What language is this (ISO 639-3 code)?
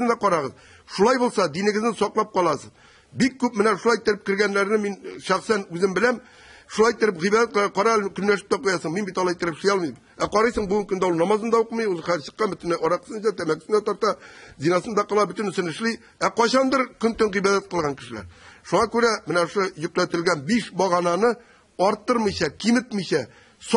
tat